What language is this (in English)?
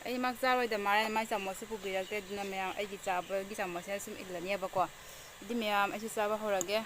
Manipuri